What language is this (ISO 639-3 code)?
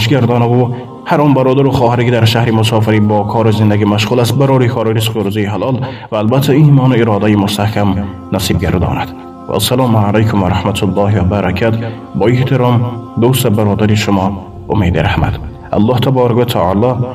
tgk